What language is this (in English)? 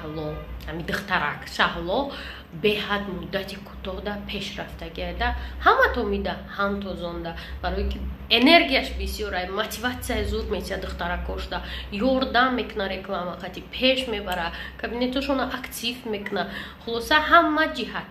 Tajik